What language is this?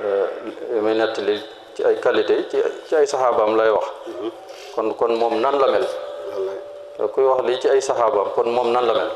Wolof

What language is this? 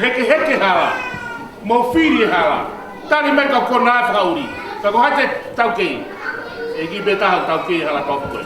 Tongan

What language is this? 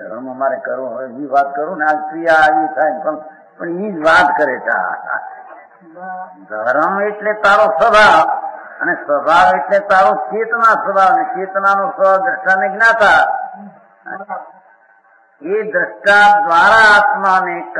Gujarati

